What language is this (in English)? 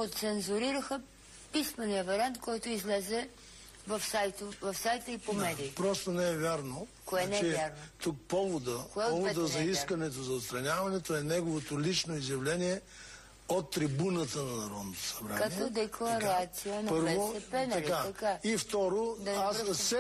Bulgarian